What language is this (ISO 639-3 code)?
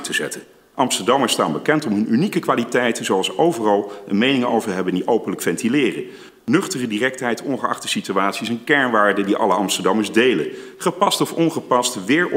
nld